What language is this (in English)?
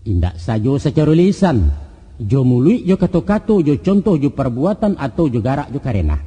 Minangkabau